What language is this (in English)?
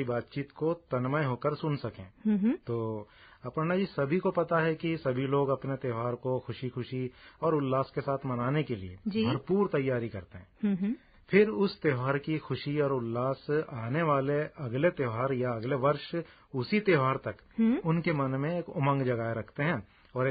Hindi